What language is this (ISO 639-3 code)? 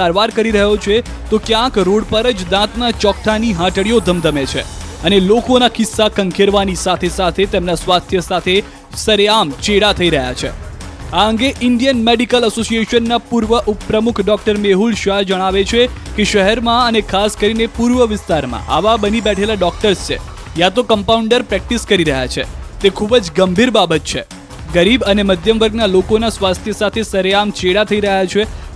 guj